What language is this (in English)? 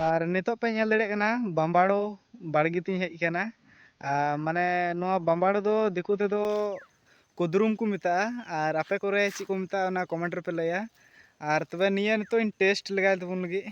Santali